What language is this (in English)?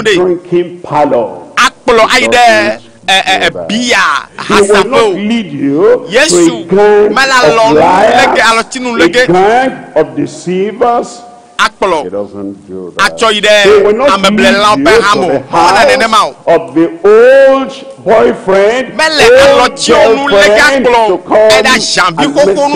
Ewe